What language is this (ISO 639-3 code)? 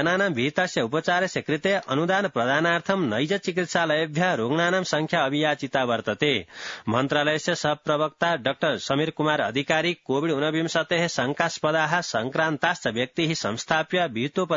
san